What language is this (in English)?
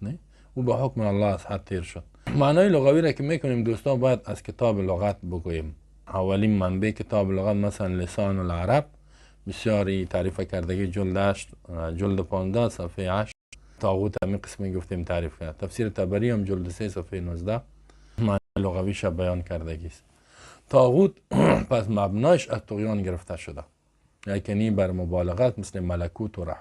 Persian